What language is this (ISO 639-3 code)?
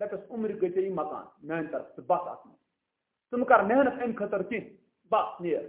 kas